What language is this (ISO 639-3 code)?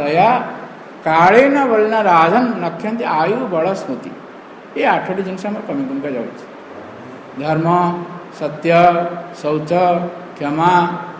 ori